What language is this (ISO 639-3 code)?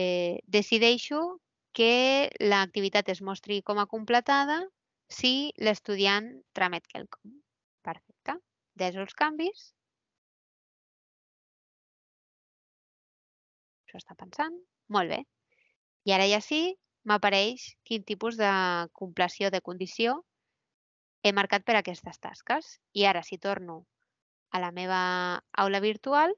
cat